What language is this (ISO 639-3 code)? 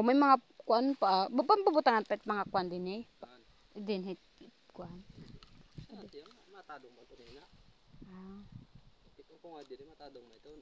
war